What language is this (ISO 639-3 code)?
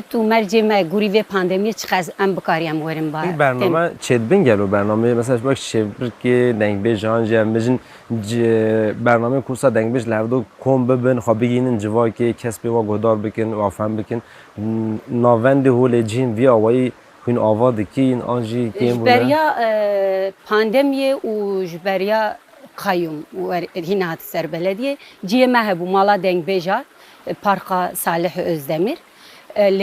kur